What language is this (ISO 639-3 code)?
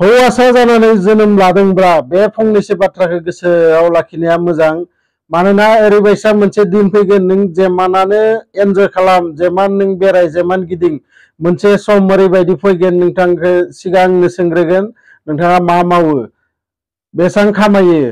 brx